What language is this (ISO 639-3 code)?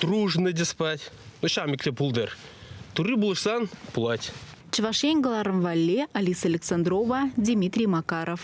chv